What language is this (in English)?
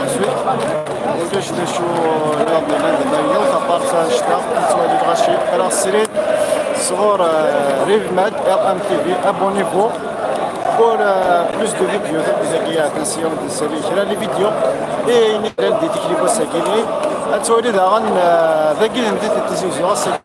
Kabyle